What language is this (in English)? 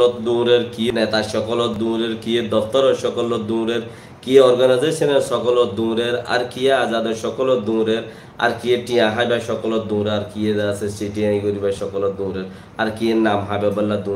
Rohingya